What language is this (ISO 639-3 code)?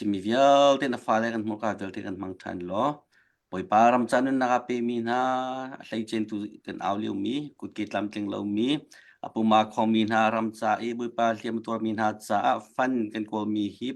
cnh